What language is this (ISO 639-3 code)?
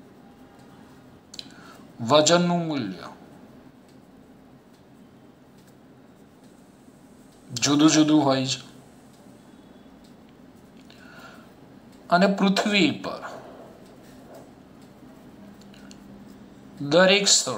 guj